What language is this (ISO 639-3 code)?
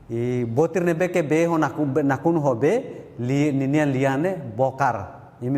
tet